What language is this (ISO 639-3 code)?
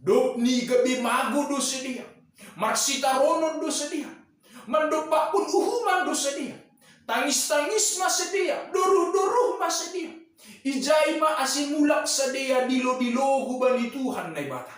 bts